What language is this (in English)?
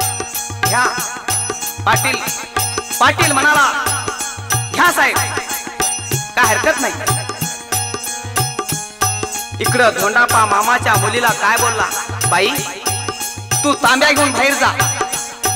Marathi